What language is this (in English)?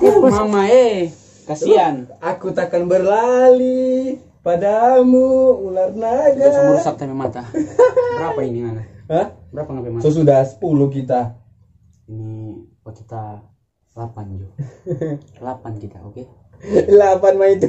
Manado Malay